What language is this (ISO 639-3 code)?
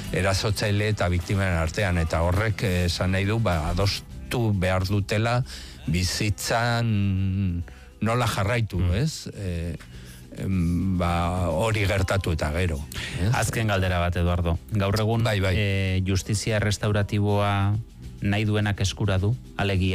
eus